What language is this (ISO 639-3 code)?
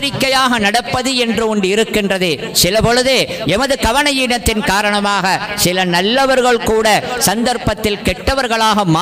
tam